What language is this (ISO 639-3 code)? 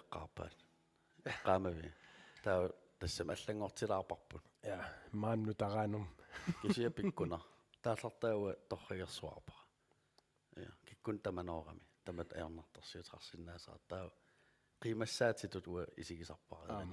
kal